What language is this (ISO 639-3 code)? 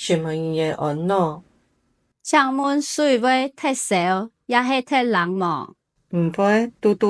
hak